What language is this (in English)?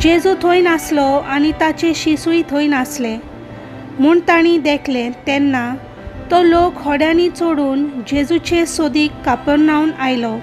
Konkani